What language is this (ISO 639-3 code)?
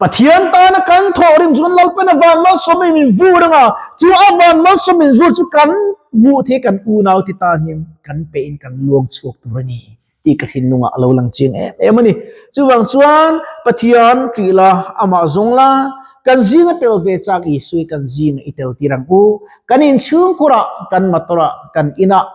lus